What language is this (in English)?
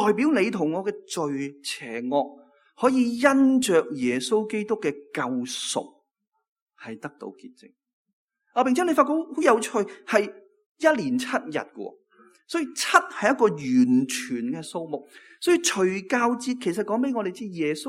Cantonese